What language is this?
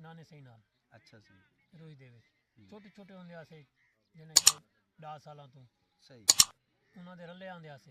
Saraiki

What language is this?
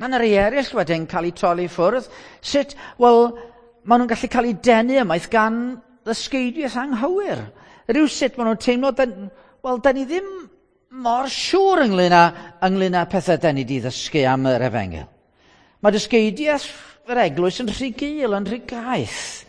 Welsh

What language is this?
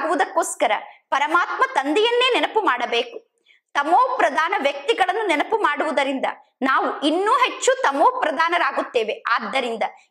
Kannada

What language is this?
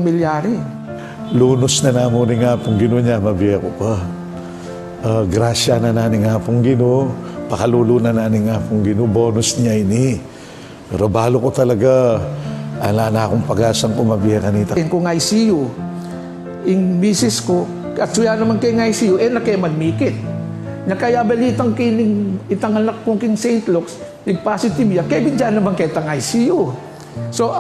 Pampanga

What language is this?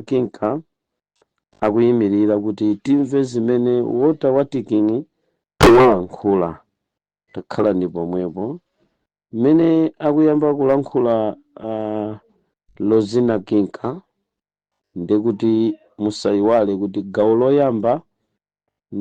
Nyanja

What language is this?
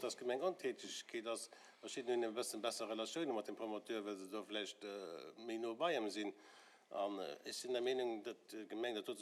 Luxembourgish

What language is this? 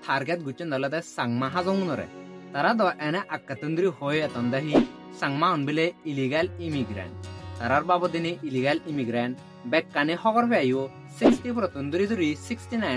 Chakma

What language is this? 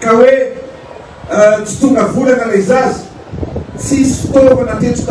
Malagasy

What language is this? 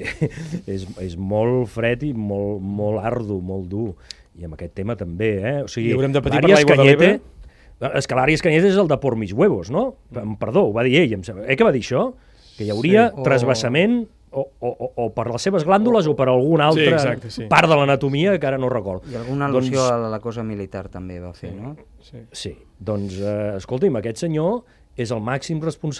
Catalan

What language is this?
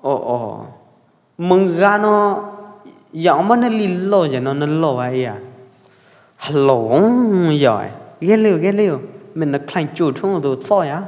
Pwo Eastern Karen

